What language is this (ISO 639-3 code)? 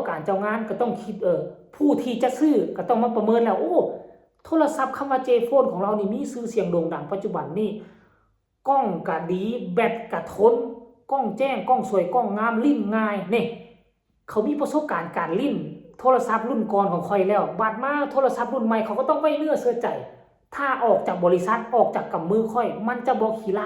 lao